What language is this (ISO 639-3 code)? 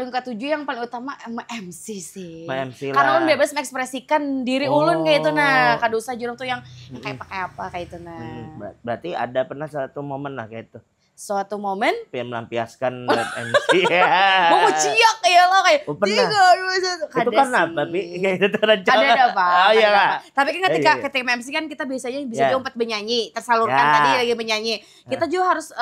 bjn